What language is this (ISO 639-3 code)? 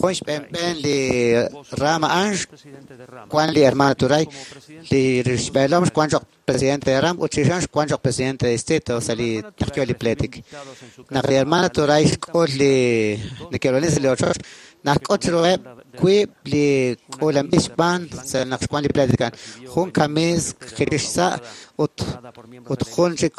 kek